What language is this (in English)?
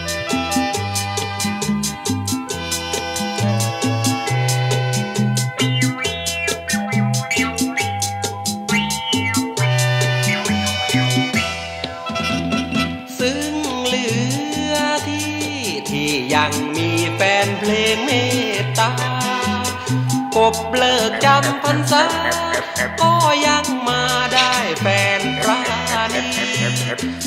Thai